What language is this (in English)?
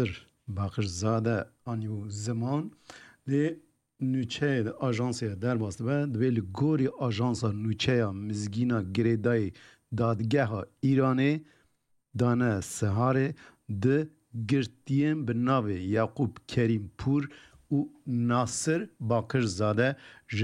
Kurdish